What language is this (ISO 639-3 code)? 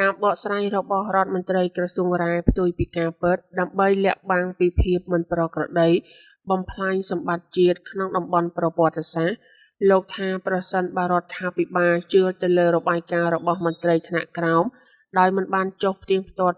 khm